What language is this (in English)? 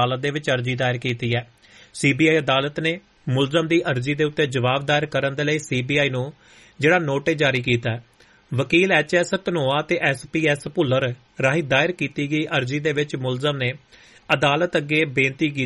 Punjabi